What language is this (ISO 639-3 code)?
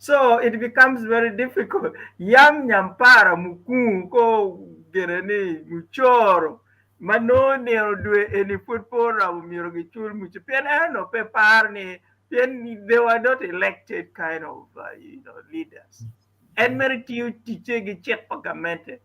ach